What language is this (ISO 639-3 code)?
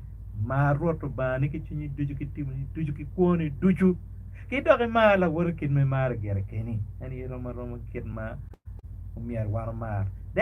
ach